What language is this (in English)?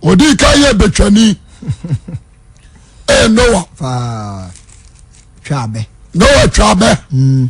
Akan